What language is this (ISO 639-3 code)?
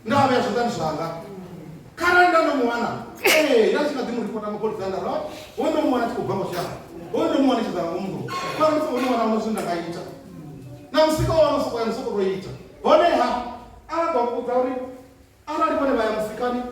ven